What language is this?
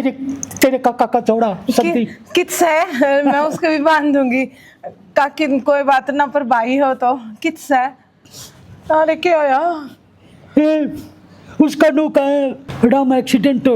Haryanvi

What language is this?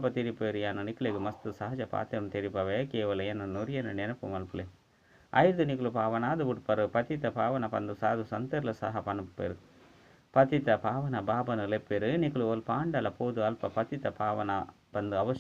Tulu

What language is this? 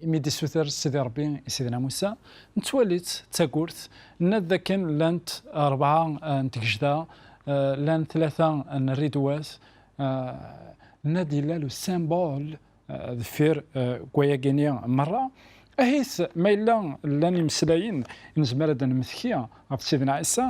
Kabyle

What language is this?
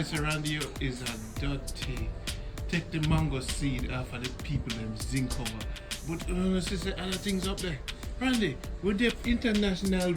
Jamaican Creole English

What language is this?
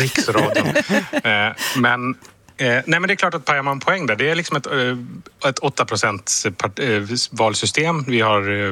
Swedish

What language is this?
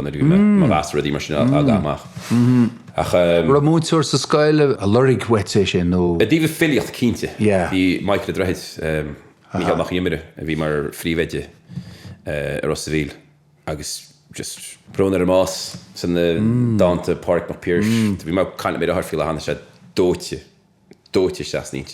Irish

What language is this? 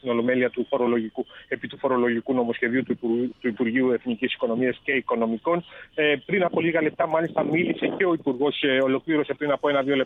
Greek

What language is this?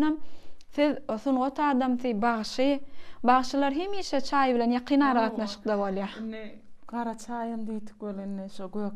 Turkmen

